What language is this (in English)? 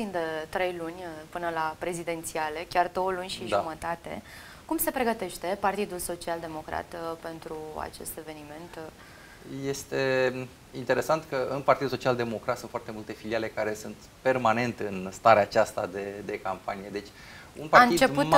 Romanian